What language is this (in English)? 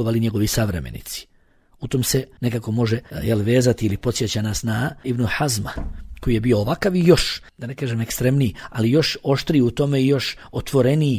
Bosnian